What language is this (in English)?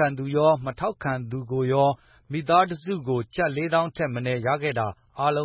Burmese